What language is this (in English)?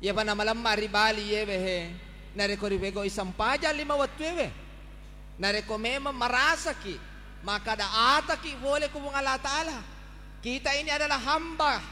Buginese